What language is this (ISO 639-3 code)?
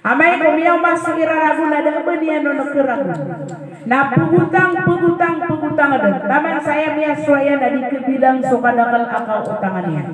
mrw